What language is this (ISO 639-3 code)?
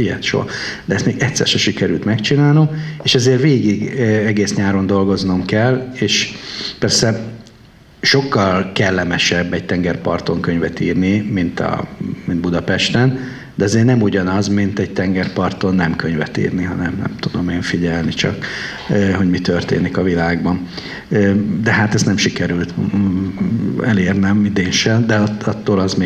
hun